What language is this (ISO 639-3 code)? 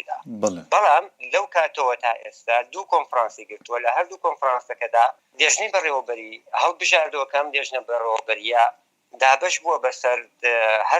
ckb